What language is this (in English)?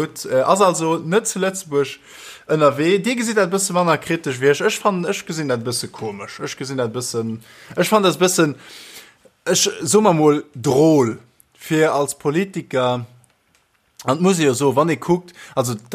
Luxembourgish